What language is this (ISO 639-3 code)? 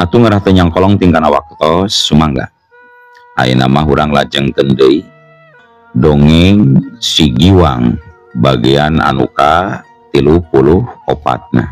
sun